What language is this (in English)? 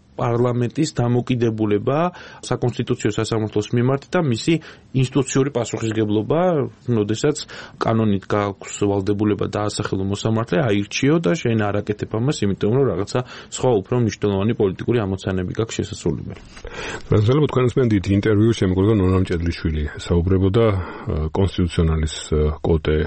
Georgian